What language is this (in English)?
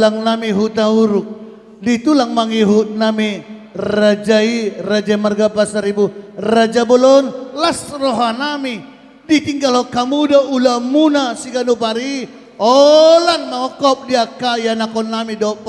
Batak Toba